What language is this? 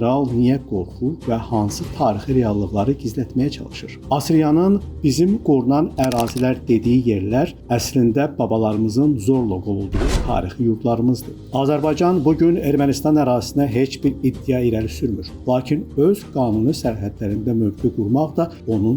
Azerbaijani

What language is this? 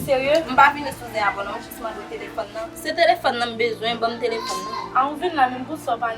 Haitian Creole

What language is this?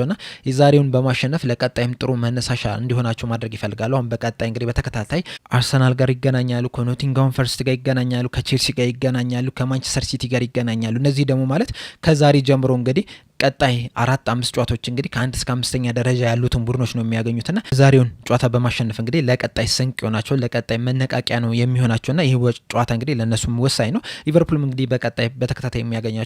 Amharic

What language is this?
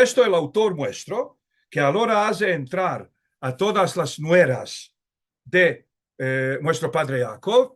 Ladino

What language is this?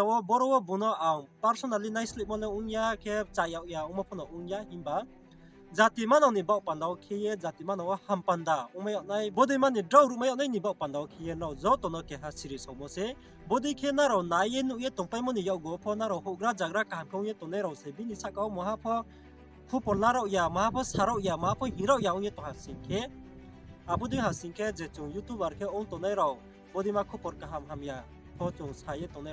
Riang (India)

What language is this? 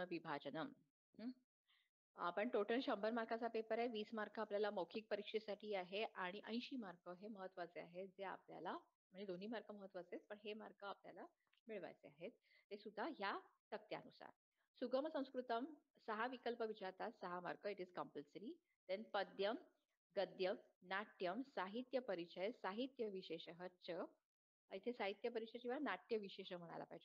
Marathi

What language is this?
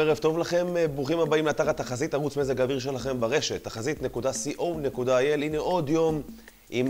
Hebrew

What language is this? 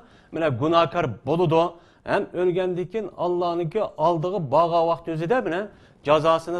Uyghur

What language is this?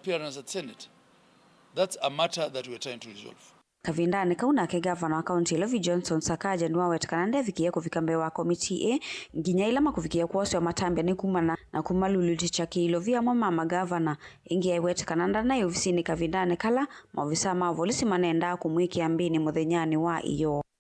Kamba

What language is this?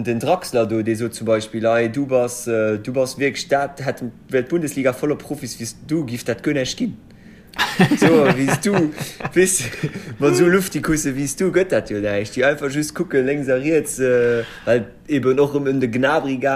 Luxembourgish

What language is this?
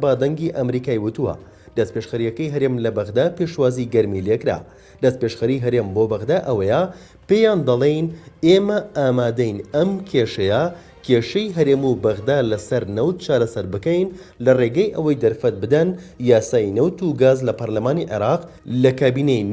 Central Kurdish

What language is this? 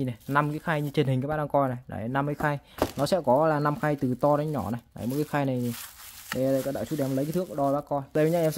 Vietnamese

